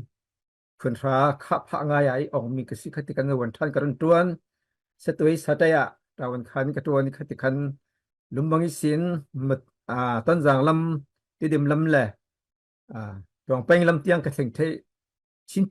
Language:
Falam Chin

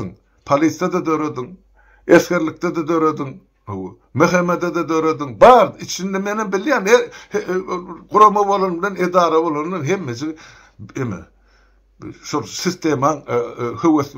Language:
Turkmen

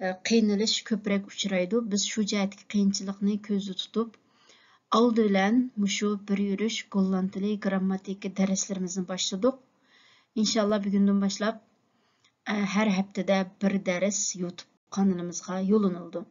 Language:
Uyghur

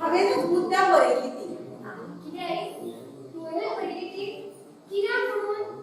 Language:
Konkani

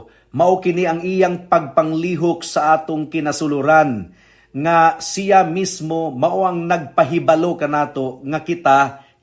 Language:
Cebuano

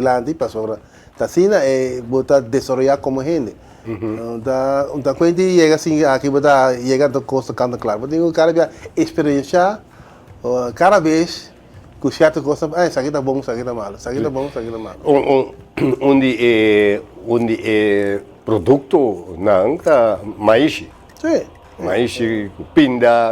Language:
Papiamento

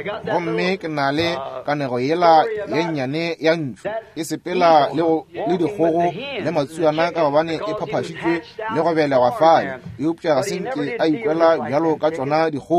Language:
Northern Sotho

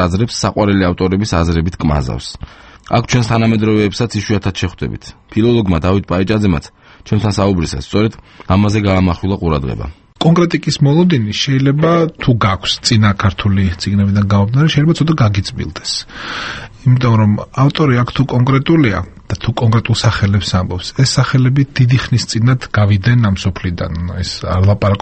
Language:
Georgian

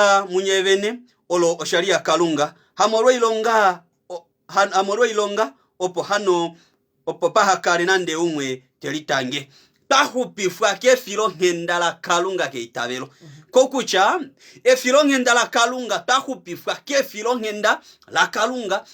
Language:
Kuanyama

